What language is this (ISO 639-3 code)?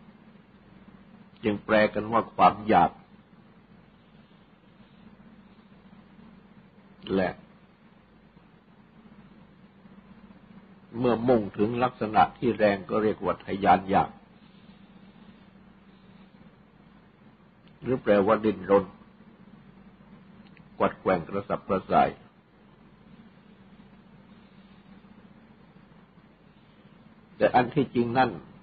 tha